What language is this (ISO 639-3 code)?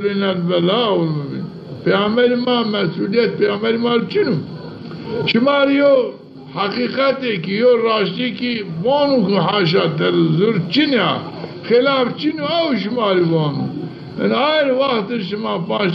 zza